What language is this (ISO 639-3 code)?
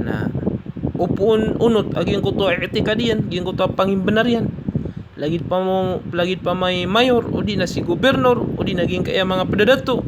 mrw